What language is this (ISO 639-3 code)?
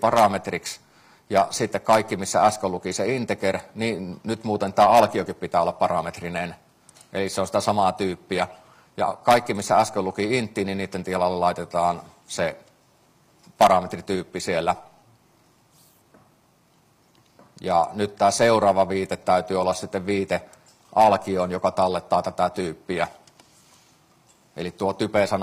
fin